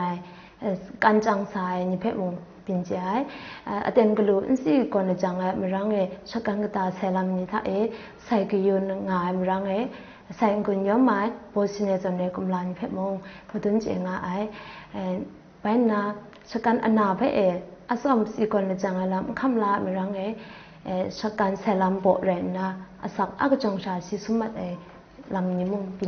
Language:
Kachin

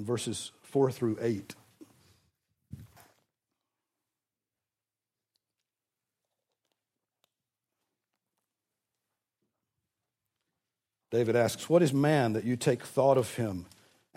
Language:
English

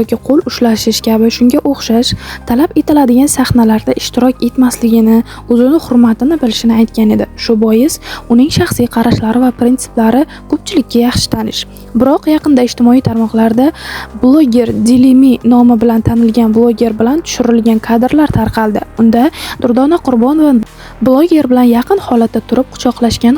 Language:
Uzbek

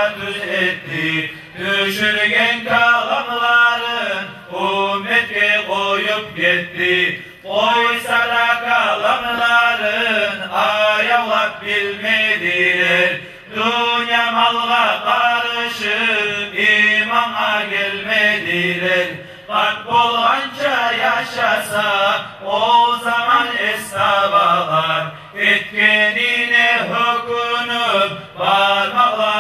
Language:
Kumyk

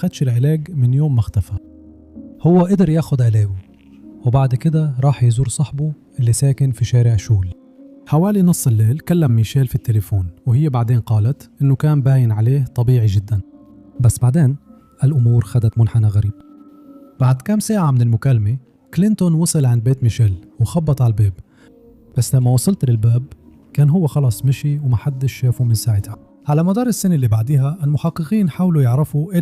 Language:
Egyptian Arabic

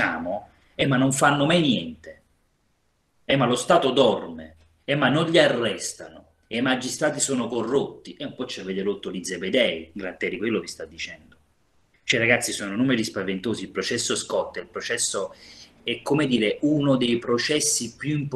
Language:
Italian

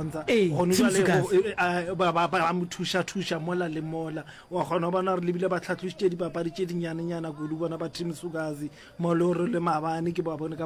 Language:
Northern Sotho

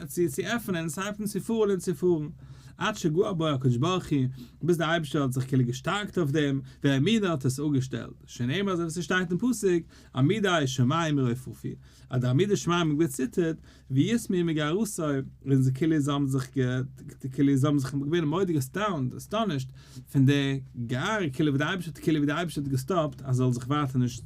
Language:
Yiddish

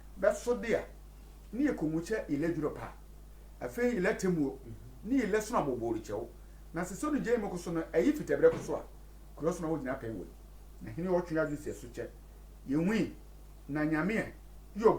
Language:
Sehwi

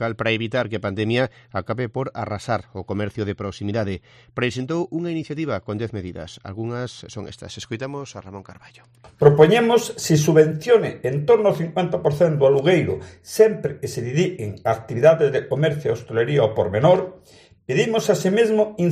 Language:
Galician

